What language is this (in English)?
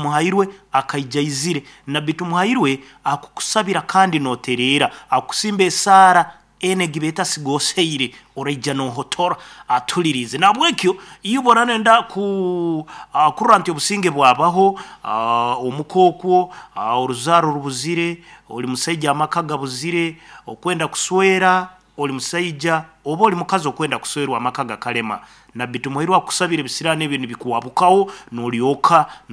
Nyankole